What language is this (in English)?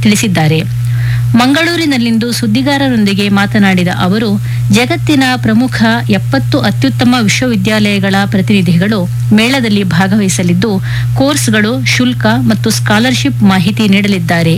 Kannada